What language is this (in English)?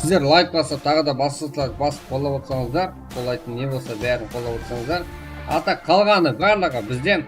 Kara-Kalpak